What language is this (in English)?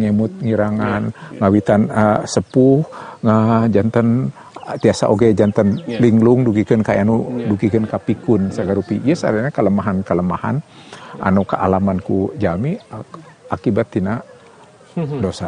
Sundanese